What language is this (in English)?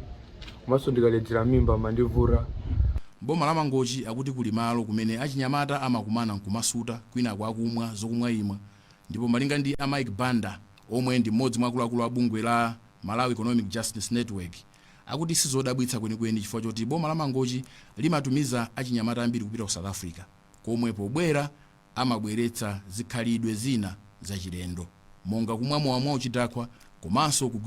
Nyanja